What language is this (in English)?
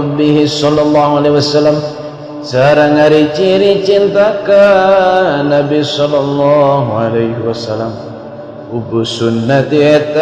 Sundanese